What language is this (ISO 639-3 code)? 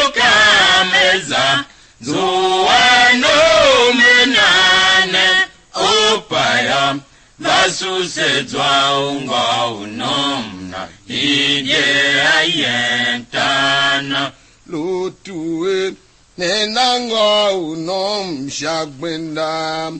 tiv